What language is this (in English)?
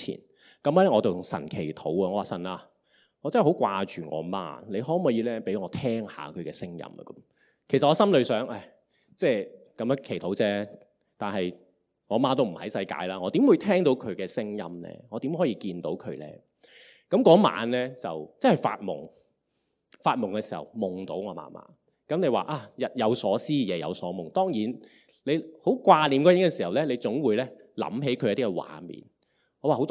Cantonese